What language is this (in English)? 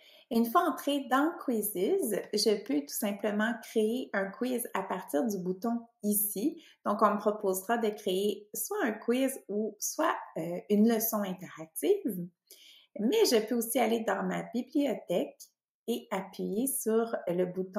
French